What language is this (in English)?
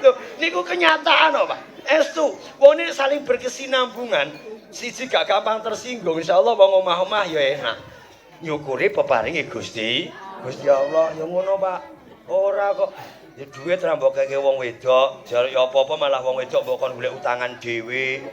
Javanese